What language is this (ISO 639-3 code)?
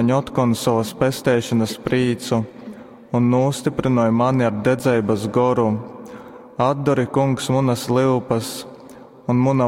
ltg